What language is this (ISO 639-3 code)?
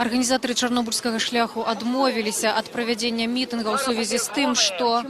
bel